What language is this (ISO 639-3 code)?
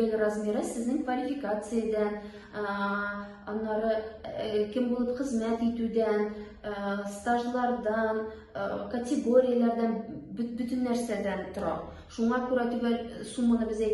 tat